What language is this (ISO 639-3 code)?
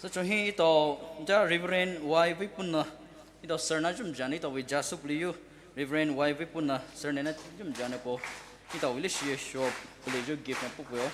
pmx